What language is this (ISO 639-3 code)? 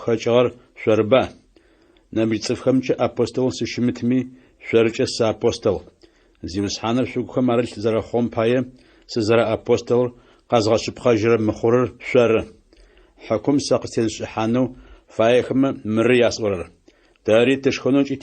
ady